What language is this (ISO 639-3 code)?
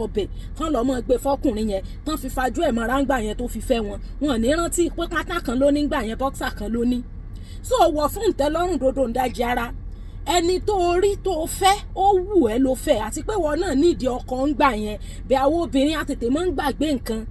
yor